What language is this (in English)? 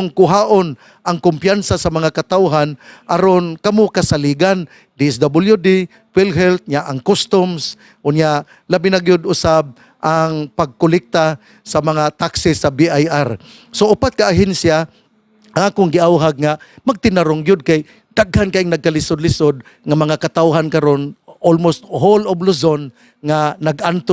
Cebuano